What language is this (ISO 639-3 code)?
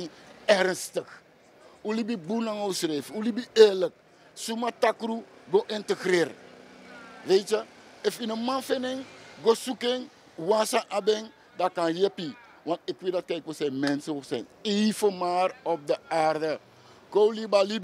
srn